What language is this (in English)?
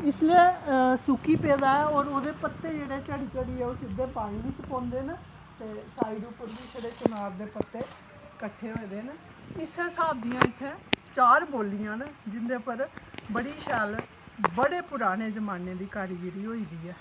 Dogri